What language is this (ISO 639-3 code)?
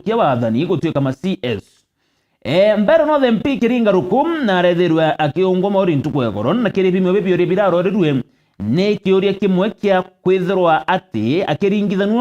mer